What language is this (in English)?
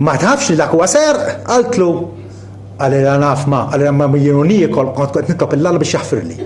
Maltese